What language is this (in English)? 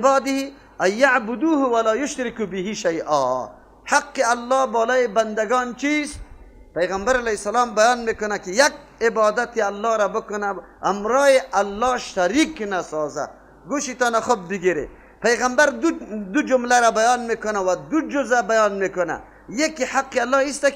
Persian